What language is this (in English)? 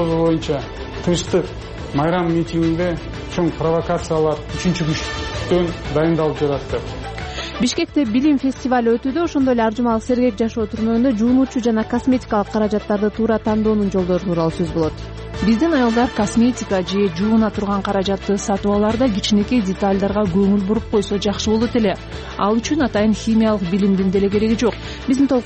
Kyrgyz